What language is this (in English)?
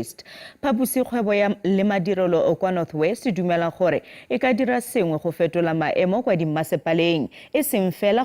Tswana